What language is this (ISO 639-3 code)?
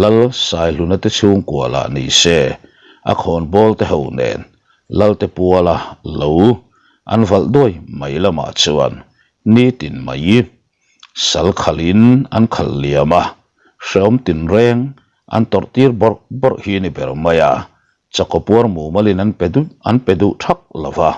lus